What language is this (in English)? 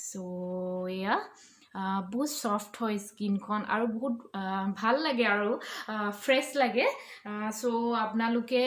Assamese